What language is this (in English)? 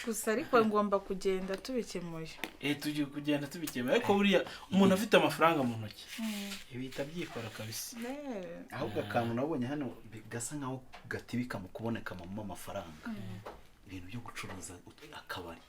Kinyarwanda